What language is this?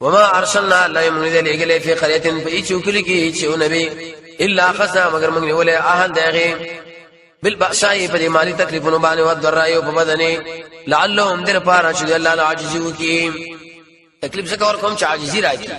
Pashto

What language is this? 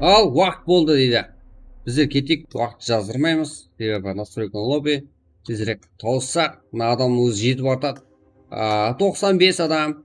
Kara-Kalpak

